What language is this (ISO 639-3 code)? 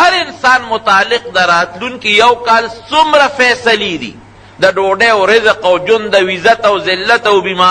pus